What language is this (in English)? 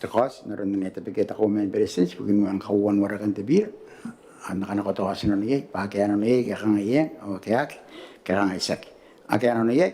Gilbertese